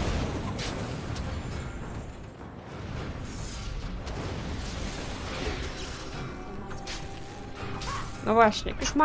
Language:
Polish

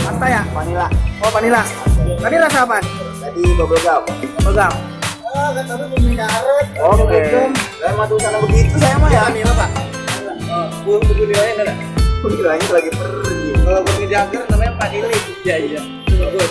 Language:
Betawi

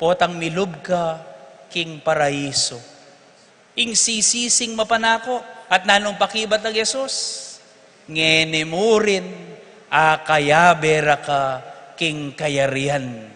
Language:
Pampanga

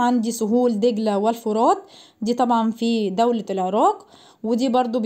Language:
Egyptian Arabic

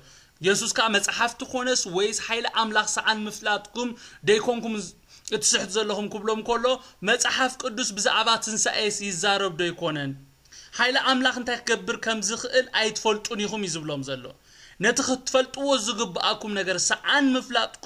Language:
Tigrinya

